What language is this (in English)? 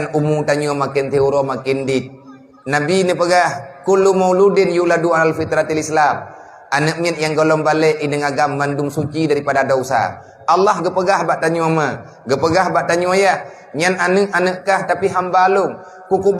Achinese